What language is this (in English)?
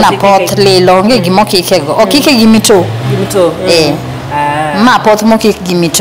Luo (Kenya and Tanzania)